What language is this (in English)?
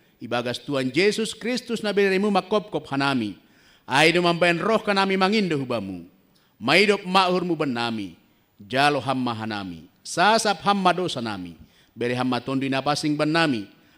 Batak Simalungun